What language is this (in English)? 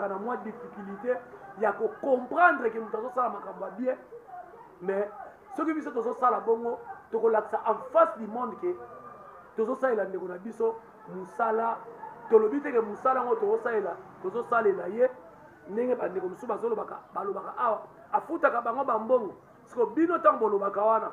Lingala